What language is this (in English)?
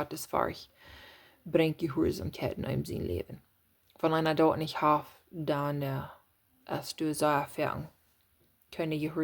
Plautdietsch